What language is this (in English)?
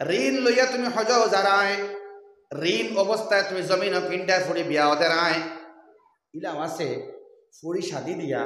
Sylheti